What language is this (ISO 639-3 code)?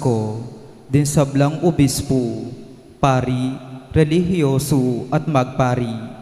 pam